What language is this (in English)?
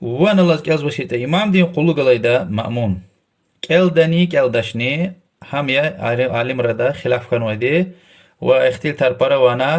Lezghian